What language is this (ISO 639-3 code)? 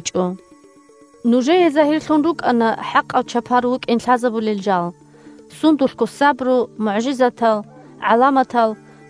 ava